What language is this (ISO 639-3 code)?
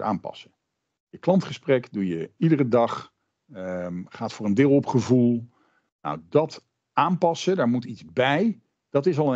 nld